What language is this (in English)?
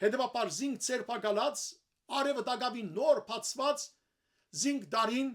Western Armenian